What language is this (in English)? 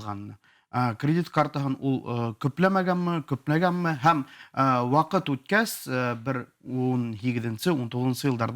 Bashkir